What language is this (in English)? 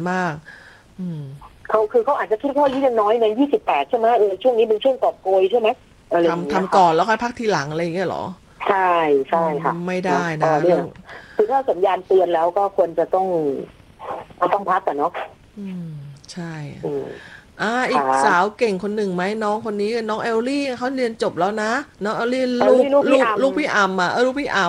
Thai